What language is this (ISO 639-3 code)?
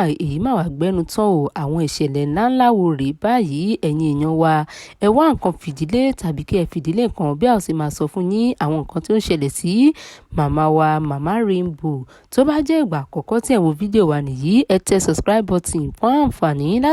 yor